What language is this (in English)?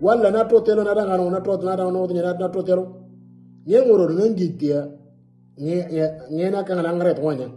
Moro